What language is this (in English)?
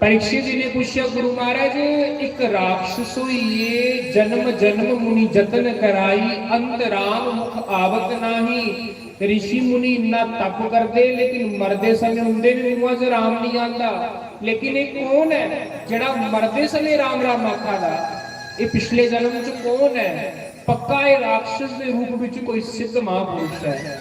Dogri